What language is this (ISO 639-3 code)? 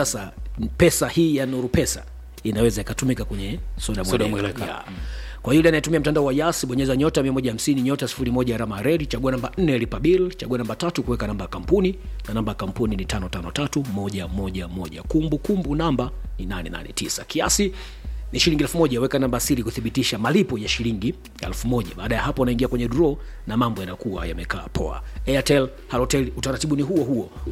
swa